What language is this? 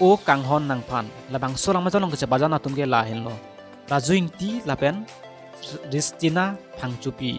Karbi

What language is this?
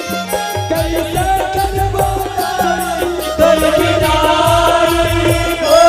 Chhattisgarhi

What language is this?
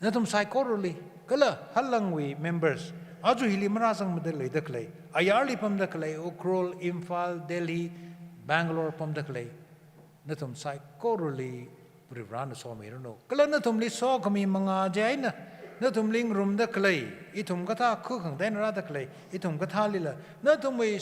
Tangkhul Naga (India)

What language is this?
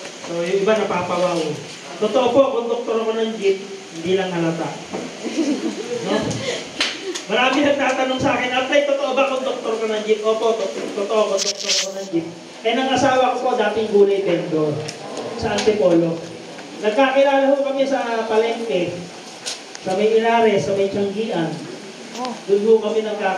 Filipino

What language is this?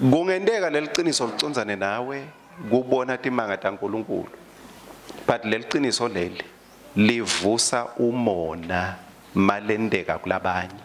Swati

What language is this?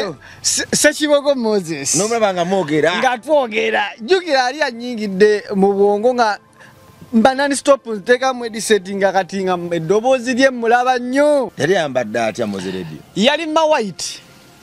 Ganda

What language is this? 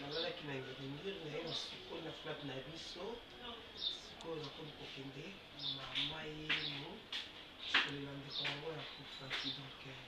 Lingala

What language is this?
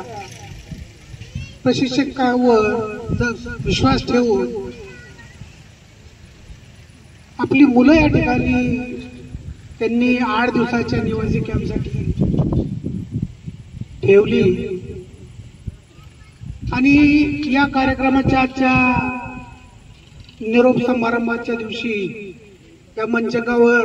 Marathi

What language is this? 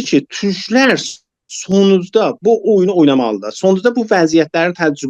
South Azerbaijani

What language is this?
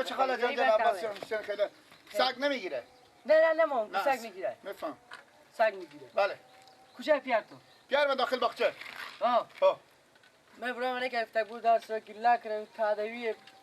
Persian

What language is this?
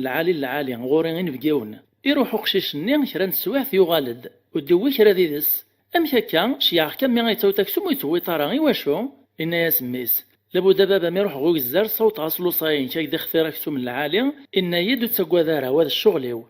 Kabyle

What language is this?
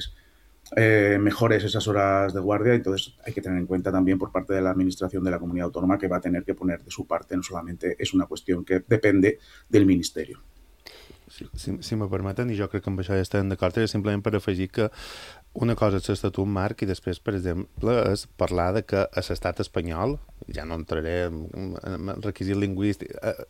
Catalan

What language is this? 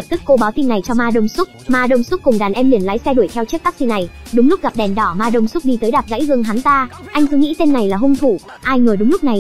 Vietnamese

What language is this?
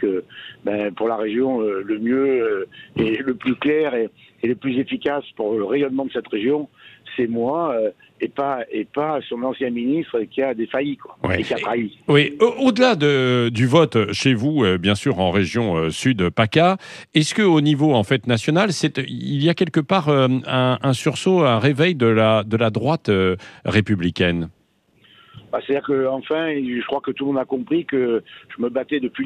French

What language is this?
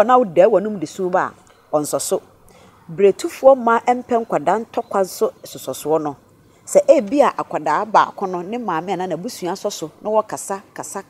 Akan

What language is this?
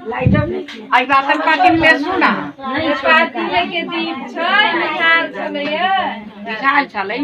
Maithili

